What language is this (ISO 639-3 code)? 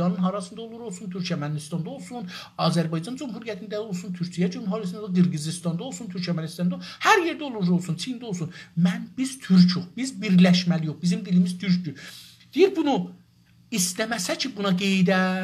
azb